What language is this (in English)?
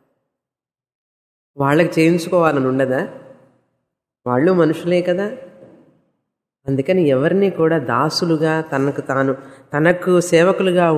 Telugu